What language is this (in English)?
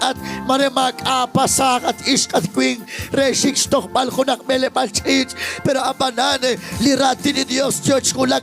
Kekchí